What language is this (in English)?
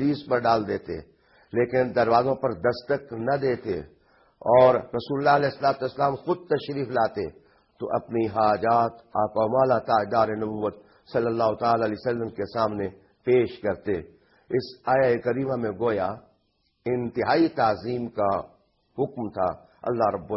Urdu